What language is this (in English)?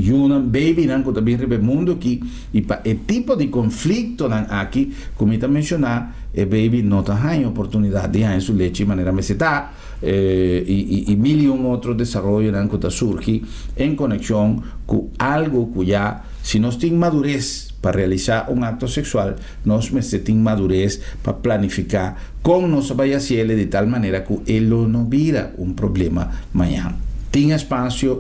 Papiamento